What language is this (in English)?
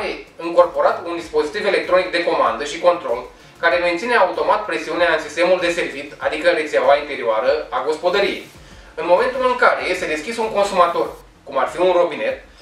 Romanian